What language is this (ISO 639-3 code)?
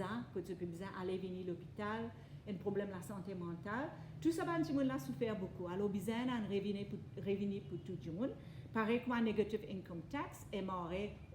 mfe